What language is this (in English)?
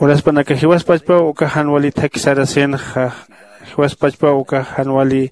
Aymara